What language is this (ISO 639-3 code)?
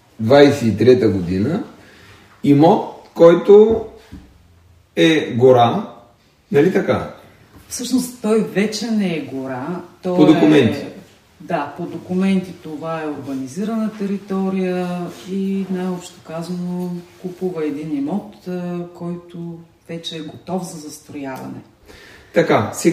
bul